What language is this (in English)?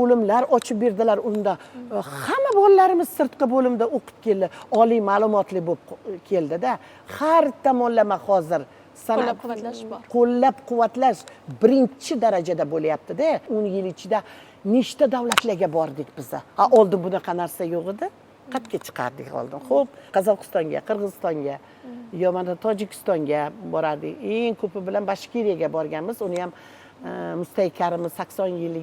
Uzbek